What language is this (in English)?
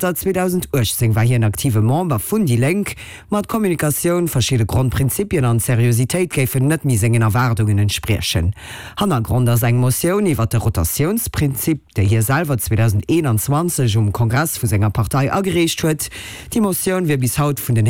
Luxembourgish